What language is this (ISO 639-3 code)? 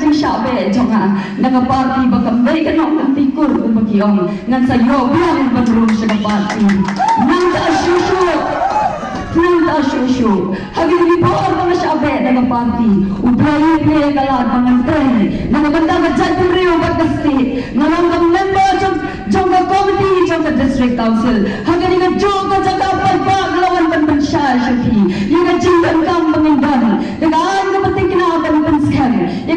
kha